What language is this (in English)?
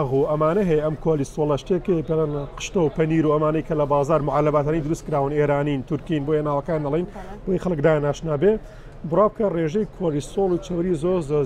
Central Kurdish